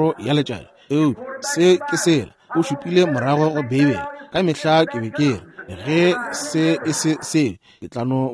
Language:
Northern Sotho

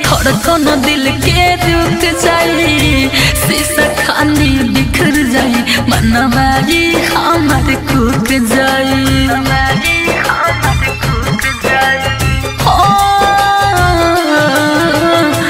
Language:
Bhojpuri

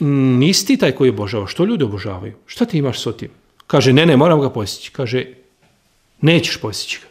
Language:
Bosnian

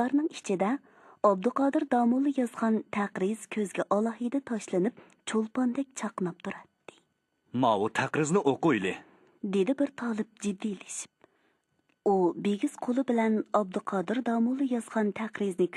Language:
Uyghur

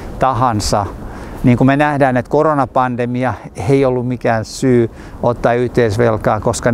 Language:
Finnish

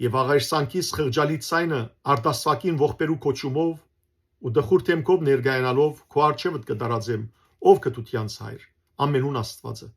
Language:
Western Armenian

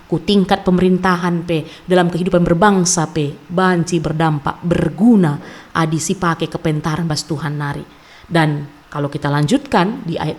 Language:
Batak Karo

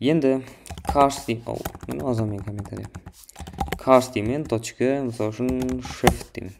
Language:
Kara-Kalpak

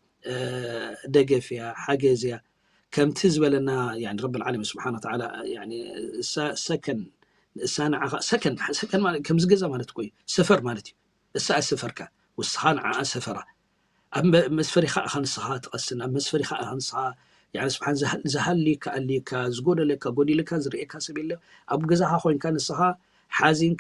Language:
Tigrinya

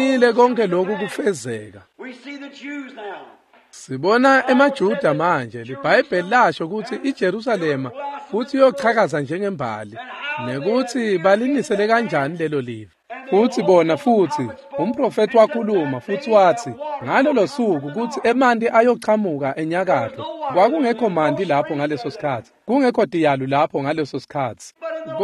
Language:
Swati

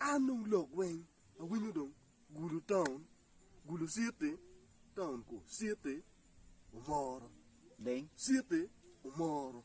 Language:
Acoli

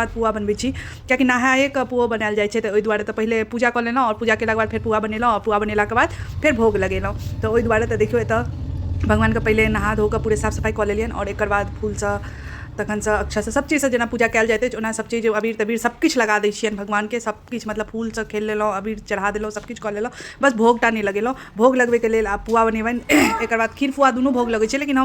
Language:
Maithili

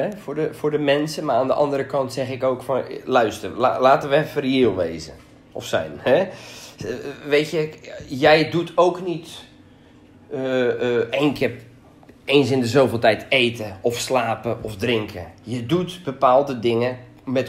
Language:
Dutch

